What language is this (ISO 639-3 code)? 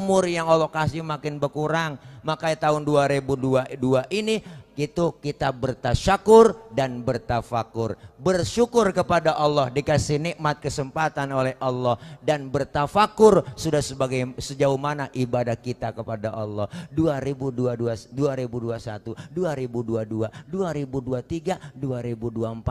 bew